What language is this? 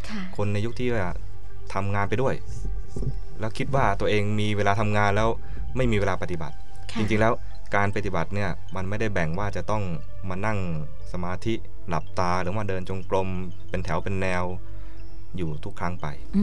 Thai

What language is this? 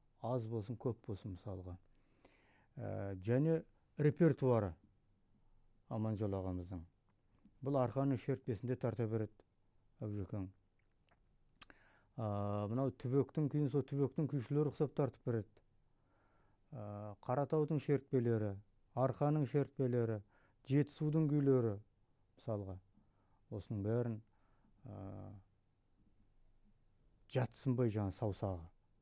Kazakh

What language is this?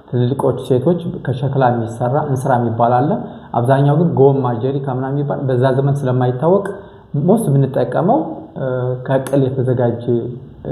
Amharic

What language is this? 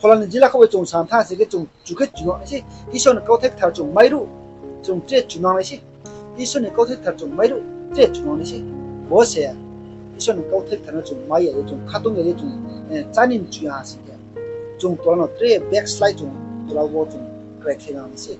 Riang (India)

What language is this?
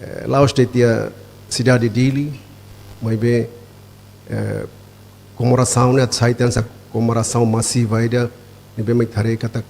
Tetum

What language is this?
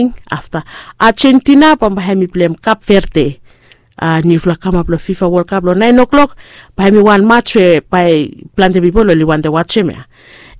Bislama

